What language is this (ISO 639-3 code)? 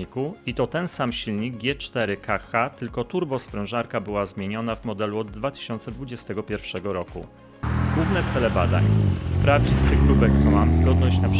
pol